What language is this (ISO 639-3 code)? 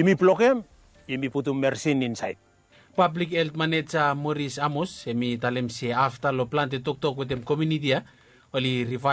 bis